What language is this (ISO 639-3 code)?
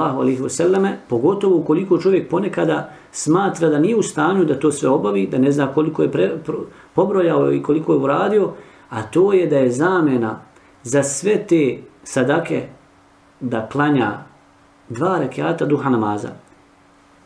bos